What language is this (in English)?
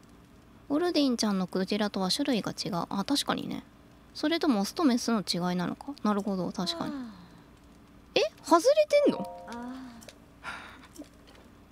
Japanese